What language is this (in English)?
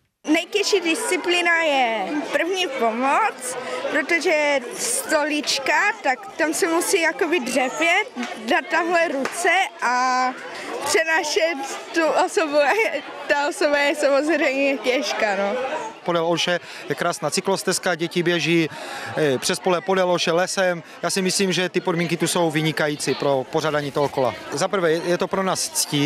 Czech